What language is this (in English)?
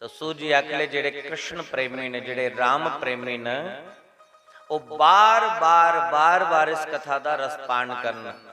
Dogri